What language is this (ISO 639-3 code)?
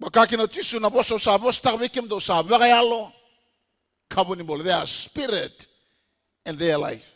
fij